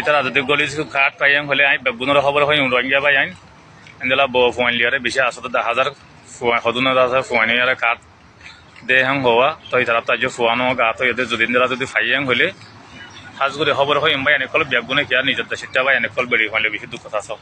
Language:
Rohingya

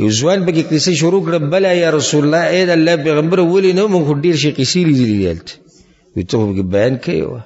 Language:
Pashto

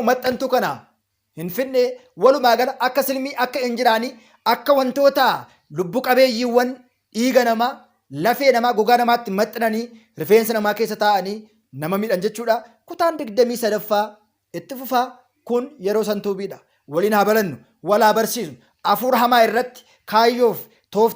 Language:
Oromo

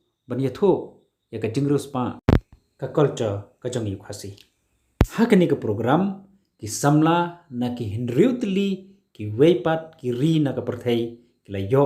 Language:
Khasi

